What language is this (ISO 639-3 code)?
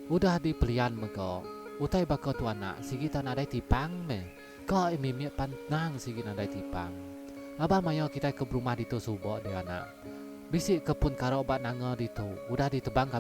iba